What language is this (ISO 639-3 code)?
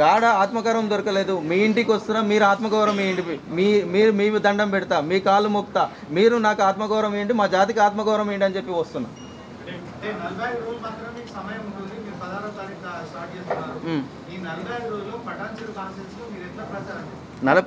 tel